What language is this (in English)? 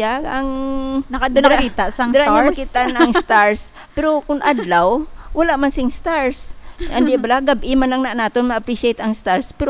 Hiligaynon